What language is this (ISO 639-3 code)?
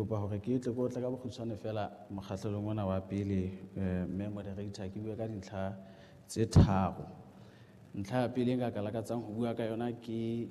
sot